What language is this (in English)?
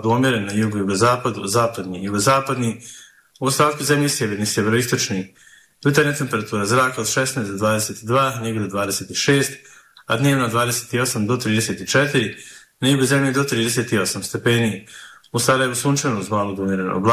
Bosnian